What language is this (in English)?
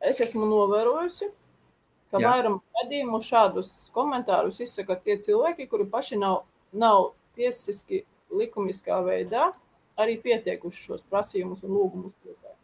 Latvian